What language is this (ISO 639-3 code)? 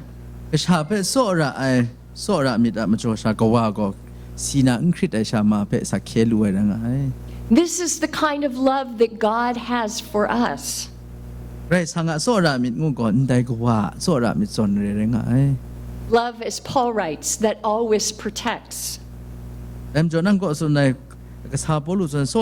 kac